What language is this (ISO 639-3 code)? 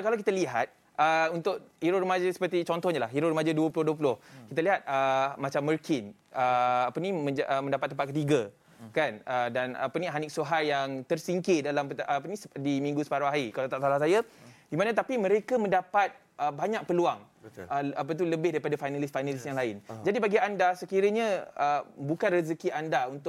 msa